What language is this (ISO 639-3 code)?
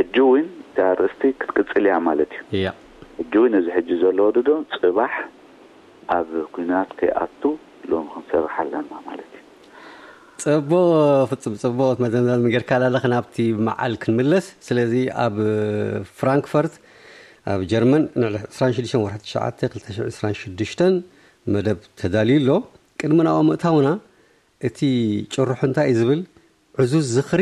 tir